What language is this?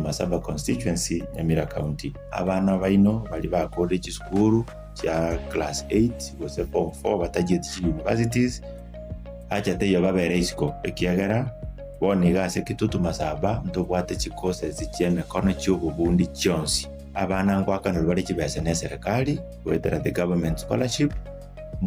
Gusii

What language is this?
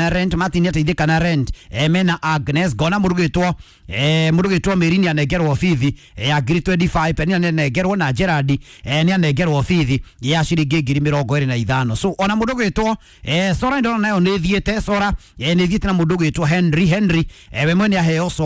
Kikuyu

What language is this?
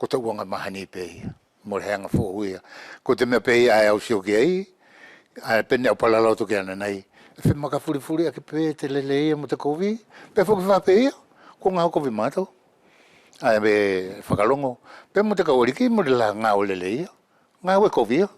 Wallisian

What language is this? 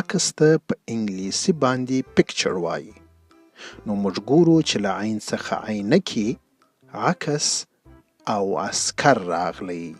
Pashto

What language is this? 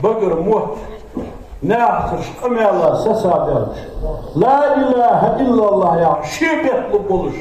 Ingush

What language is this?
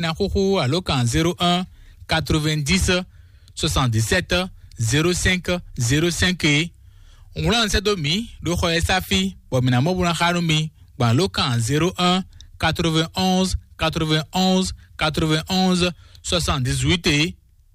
Fon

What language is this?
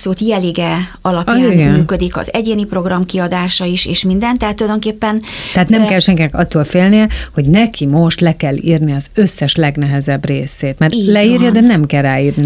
Hungarian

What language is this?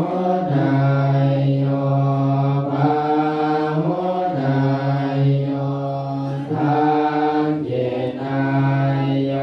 Pali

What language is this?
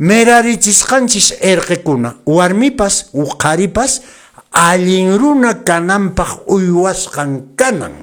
Quechua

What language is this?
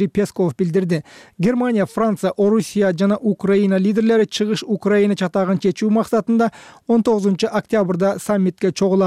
Kyrgyz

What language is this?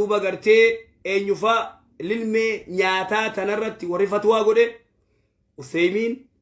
Oromo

